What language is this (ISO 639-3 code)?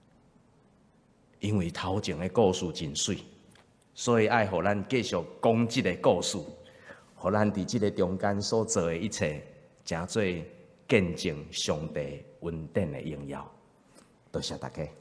nan